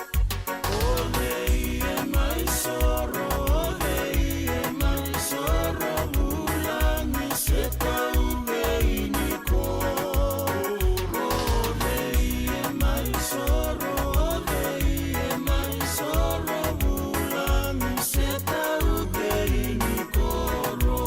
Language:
Fijian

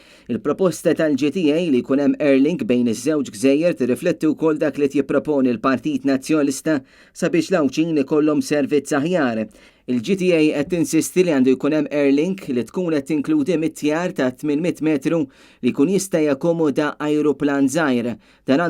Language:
Maltese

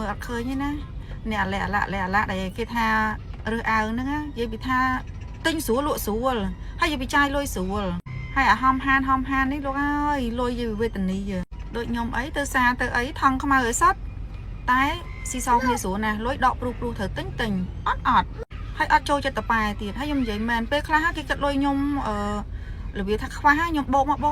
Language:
Khmer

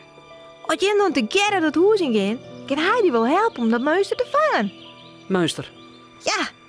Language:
Western Frisian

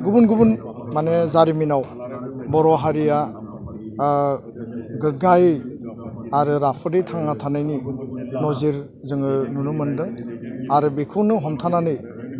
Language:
Bodo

